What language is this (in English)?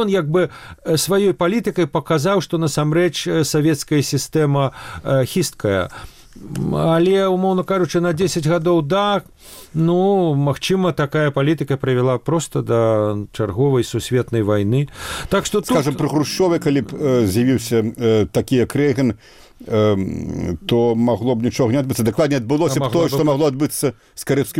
Belarusian